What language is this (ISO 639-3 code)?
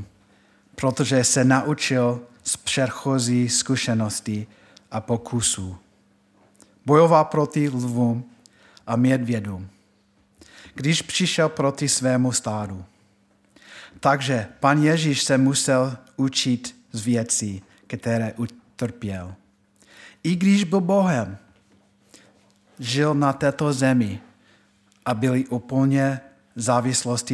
ces